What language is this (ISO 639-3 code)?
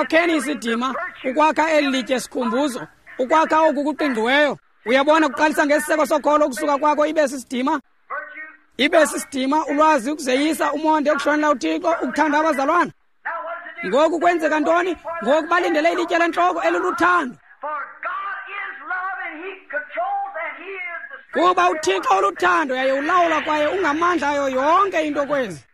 xho